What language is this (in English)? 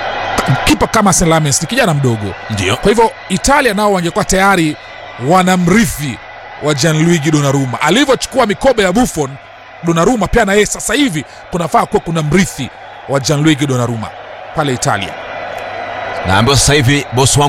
Swahili